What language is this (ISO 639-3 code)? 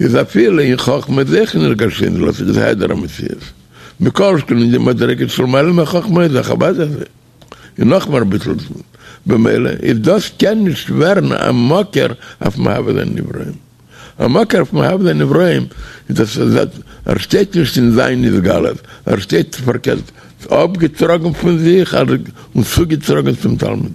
yid